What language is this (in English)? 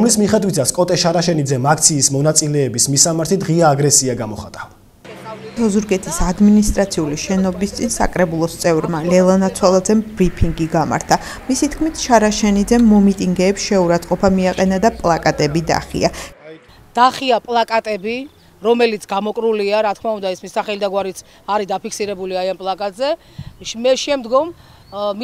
Georgian